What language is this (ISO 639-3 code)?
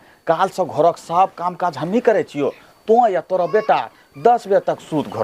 anp